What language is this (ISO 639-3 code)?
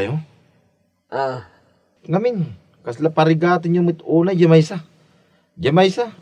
ilo